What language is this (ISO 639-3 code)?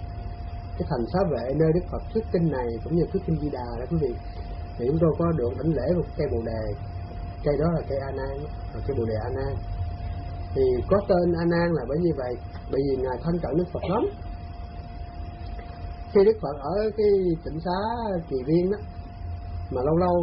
vie